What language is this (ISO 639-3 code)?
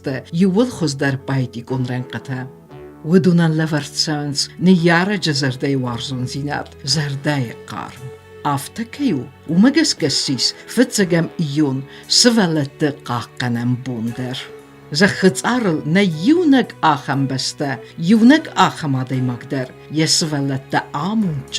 oss